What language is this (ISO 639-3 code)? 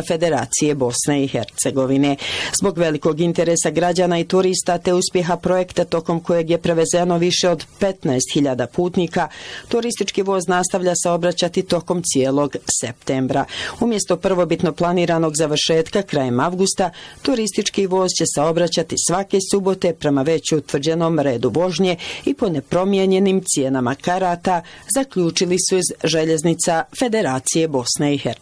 bos